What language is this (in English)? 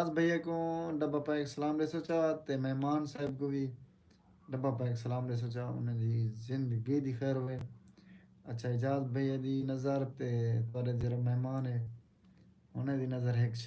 Saraiki